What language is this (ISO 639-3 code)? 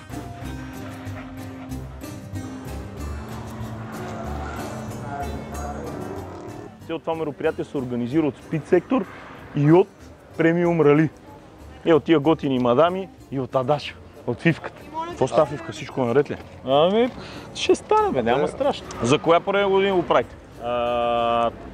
bul